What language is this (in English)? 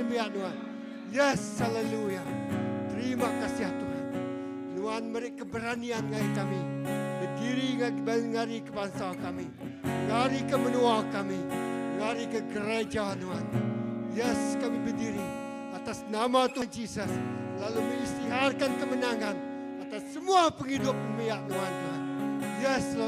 Iban